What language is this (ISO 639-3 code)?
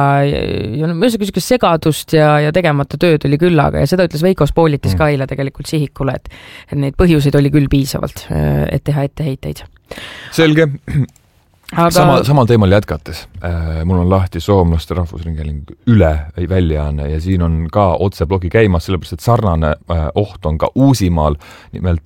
est